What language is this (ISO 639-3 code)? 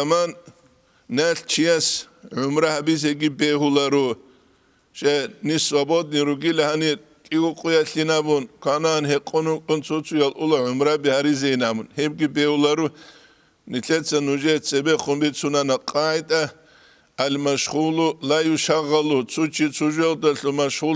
ava